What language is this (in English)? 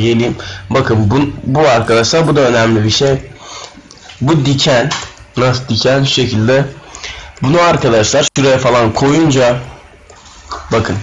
Turkish